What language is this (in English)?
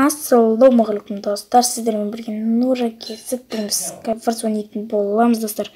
Kazakh